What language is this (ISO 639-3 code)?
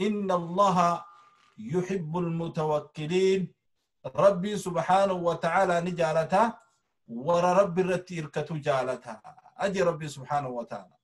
orm